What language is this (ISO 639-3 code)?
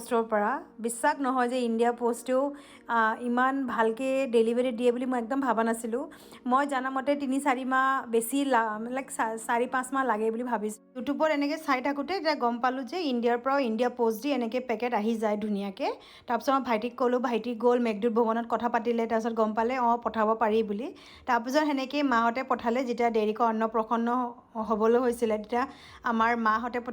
asm